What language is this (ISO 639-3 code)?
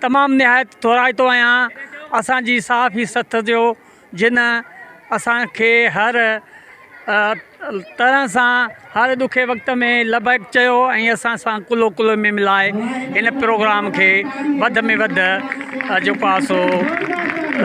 snd